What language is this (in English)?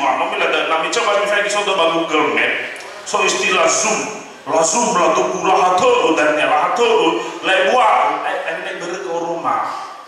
Nias